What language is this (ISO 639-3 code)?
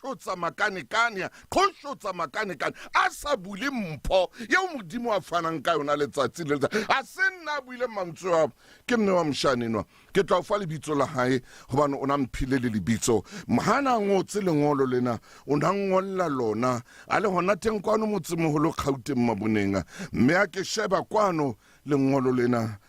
sot